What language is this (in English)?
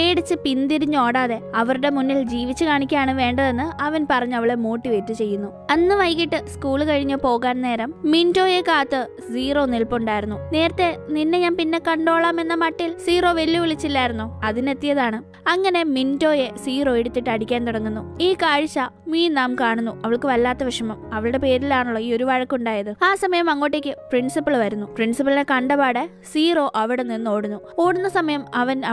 Malayalam